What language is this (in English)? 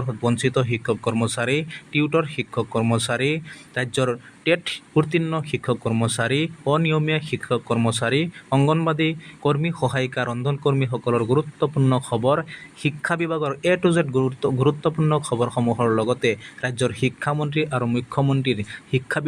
Assamese